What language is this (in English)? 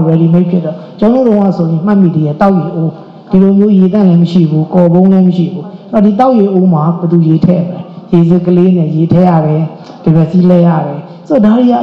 Burmese